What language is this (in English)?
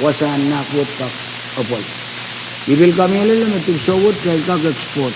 Pohnpeian